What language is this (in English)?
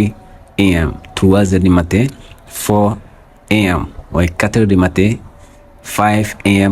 Wolof